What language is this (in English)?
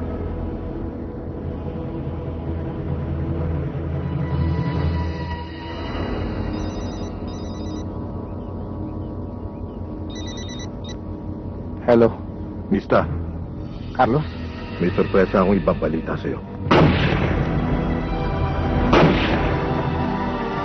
Filipino